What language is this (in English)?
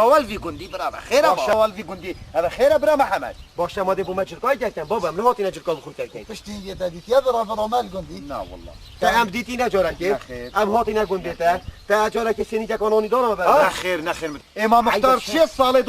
Kurdish